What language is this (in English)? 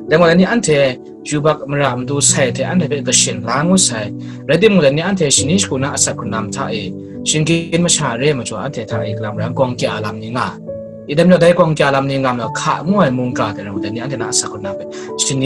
Kachin